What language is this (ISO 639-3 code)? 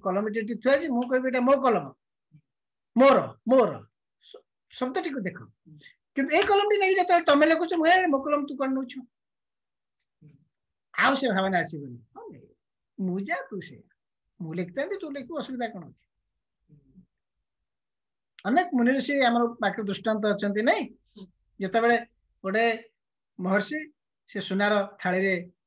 ori